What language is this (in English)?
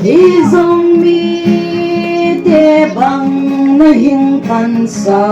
Tedim Chin